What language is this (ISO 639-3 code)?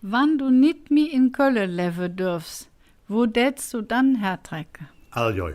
ksh